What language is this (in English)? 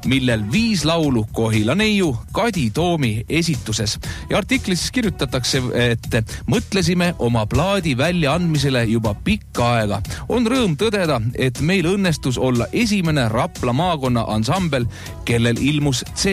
Estonian